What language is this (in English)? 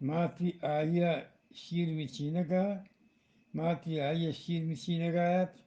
Eastern Balochi